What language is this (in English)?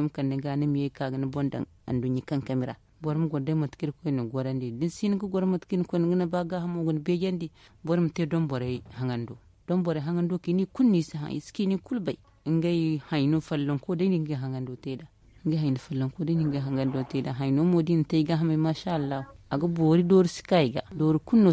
Zarma